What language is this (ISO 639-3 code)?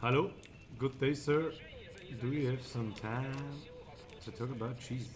bar